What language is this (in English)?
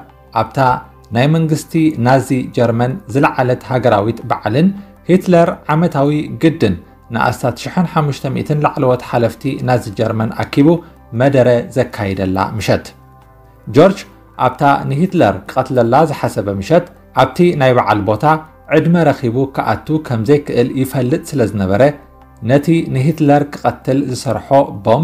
Tigrinya